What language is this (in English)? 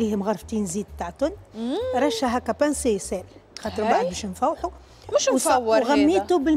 Tunisian Arabic